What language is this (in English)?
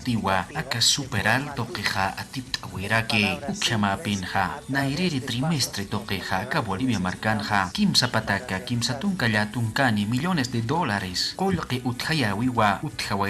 Aymara